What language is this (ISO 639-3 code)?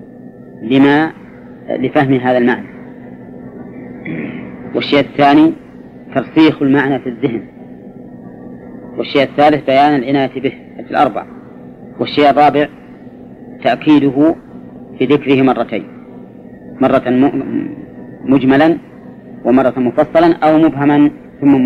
ara